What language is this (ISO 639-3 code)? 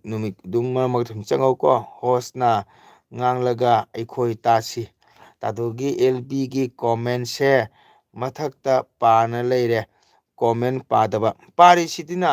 mni